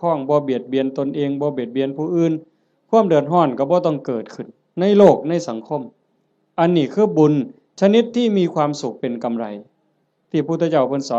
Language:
Northeastern Thai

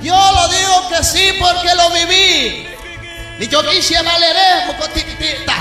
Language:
Kekchí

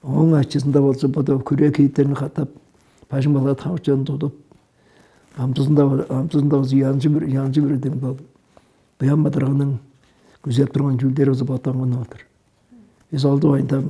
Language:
Tuvinian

